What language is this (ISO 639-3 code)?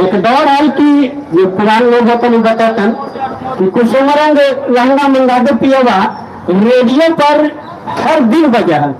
mag